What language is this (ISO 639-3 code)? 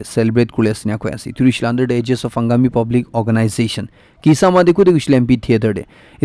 nag